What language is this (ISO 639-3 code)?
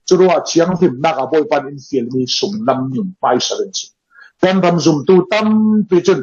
cfm